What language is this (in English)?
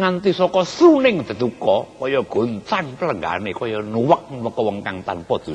Javanese